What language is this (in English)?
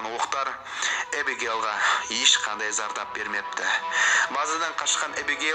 Kazakh